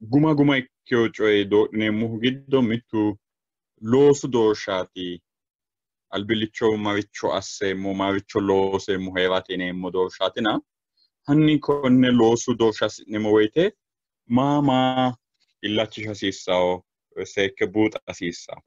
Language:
Sidamo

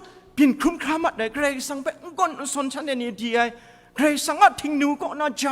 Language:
Kachin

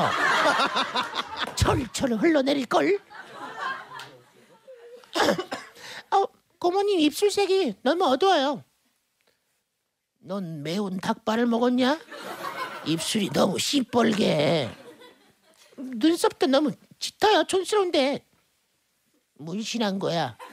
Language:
Korean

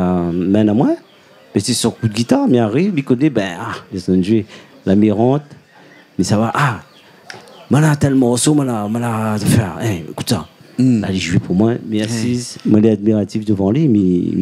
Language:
Réunion Creole French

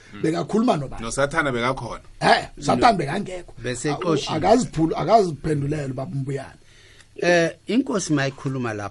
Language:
South Ndebele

